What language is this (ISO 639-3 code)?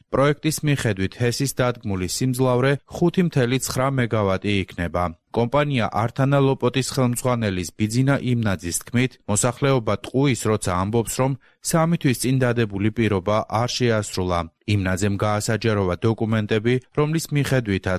kat